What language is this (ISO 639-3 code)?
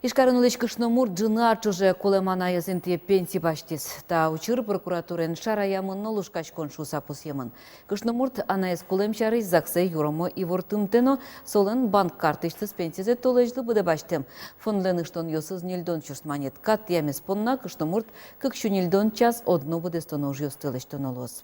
udm